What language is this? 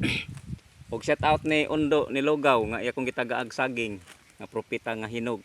Cebuano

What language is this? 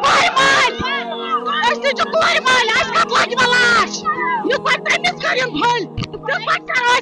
Kashmiri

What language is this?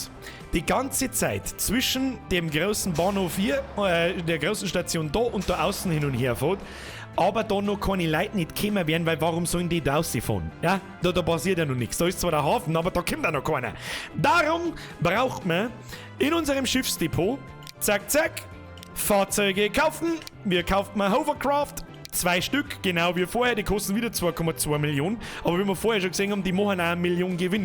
Bavarian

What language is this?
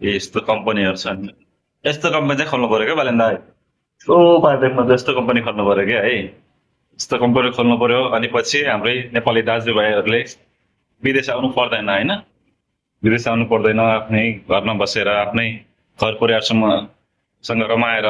Nepali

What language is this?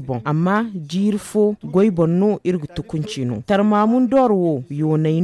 Zarma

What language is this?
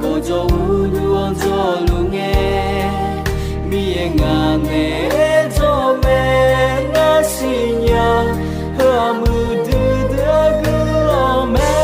Akha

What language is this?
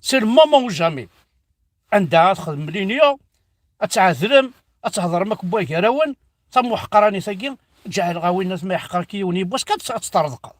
Kabyle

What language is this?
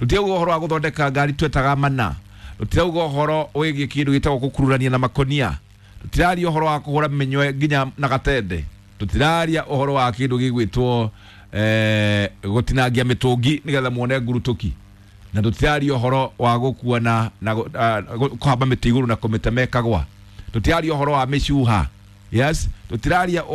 Kikuyu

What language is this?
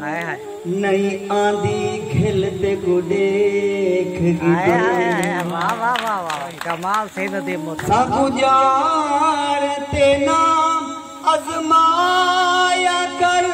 Saraiki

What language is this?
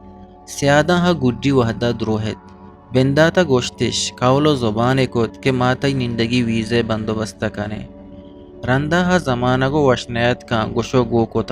Eastern Balochi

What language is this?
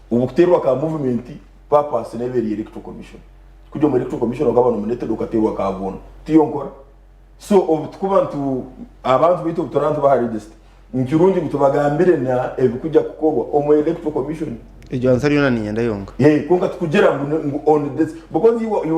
Nyankole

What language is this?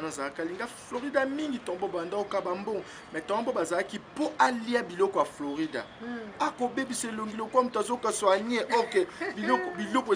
Lingala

